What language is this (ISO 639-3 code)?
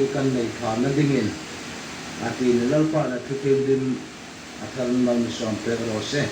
hmr